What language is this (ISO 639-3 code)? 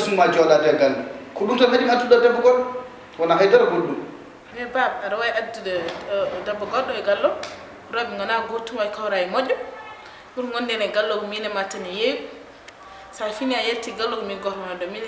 ful